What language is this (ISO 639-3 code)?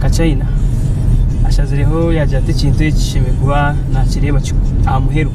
nyn